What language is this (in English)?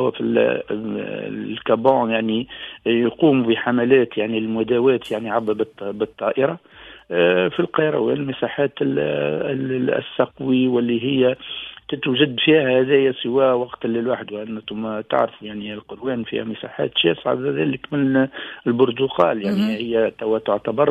Tunisian Arabic